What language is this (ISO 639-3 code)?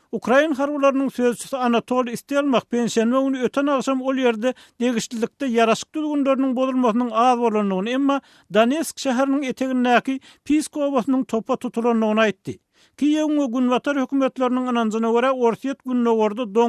tuk